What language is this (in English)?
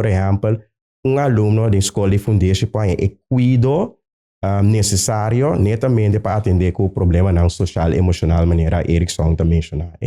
Papiamento